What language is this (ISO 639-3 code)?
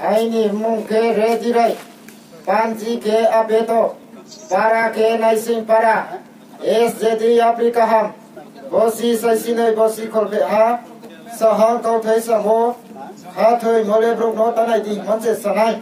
ria